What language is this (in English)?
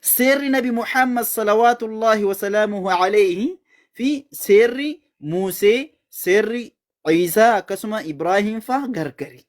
Oromo